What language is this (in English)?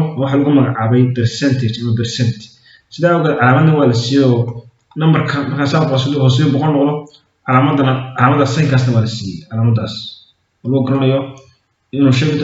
Somali